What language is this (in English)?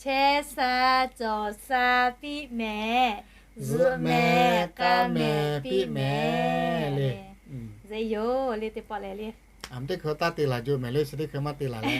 Lahu